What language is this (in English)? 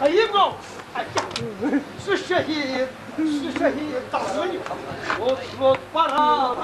Kashmiri